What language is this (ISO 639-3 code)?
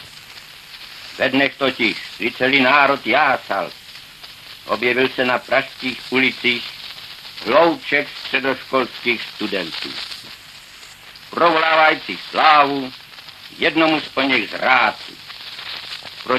ces